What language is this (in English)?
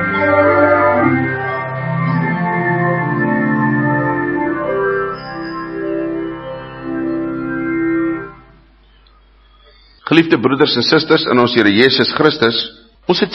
Afrikaans